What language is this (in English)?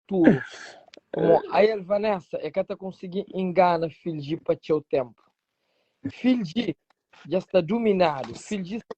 Kabuverdianu